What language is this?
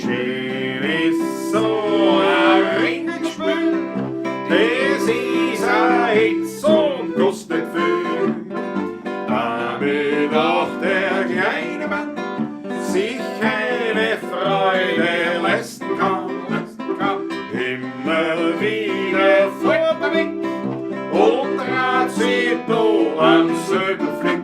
Bavarian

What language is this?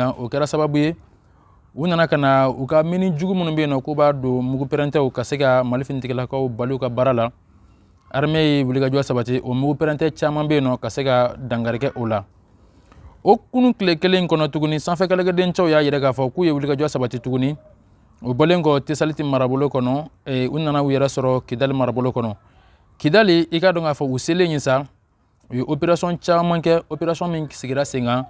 Bambara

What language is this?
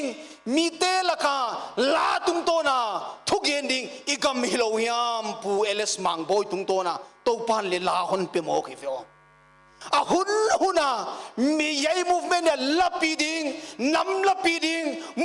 Paite Chin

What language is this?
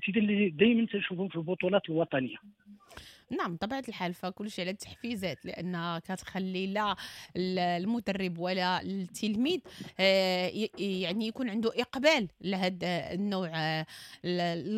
Moroccan Arabic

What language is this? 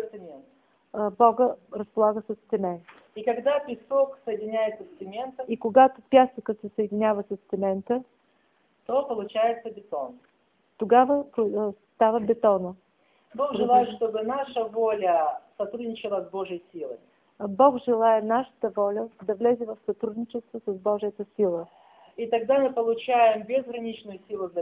Bulgarian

